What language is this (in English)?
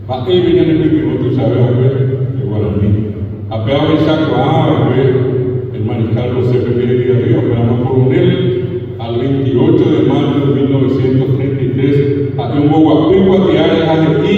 Guarani